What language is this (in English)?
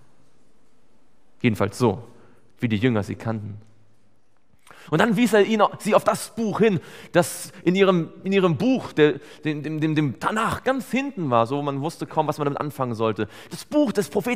German